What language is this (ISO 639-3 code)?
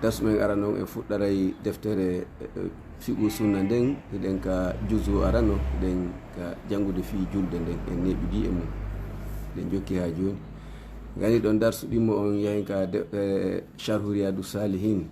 ful